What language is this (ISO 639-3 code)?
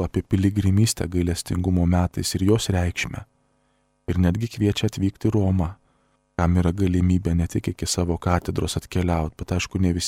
lit